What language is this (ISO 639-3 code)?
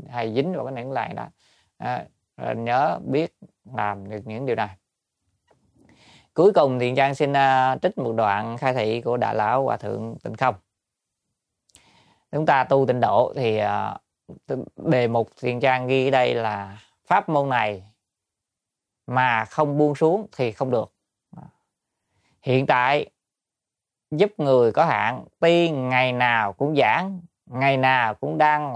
vie